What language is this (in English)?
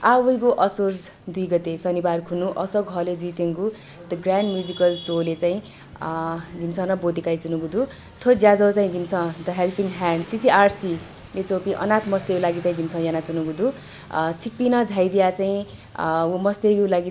Newari